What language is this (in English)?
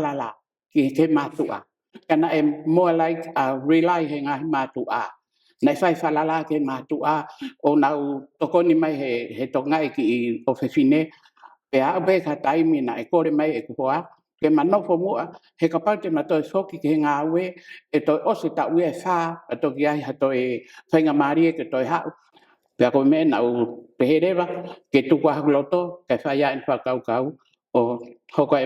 Tongan